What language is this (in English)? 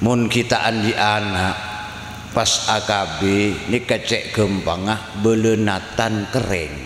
Madurese